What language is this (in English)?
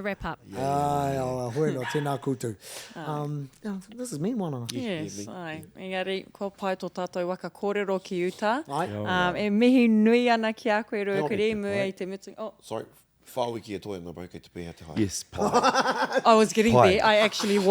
Māori